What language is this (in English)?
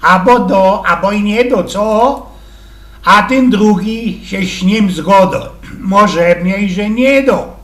Silesian